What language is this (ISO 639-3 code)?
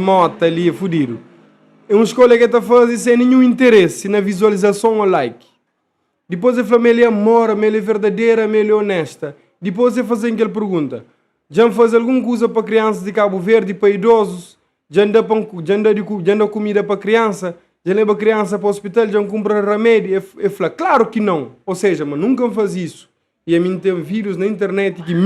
kea